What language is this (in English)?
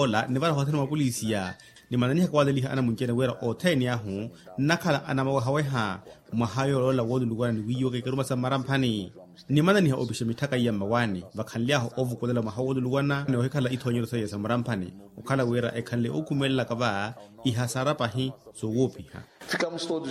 Makhuwa